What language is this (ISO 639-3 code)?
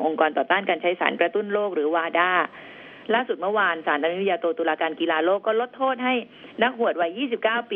tha